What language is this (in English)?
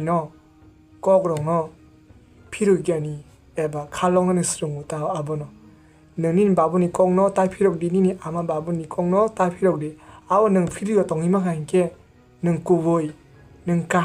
Kok Borok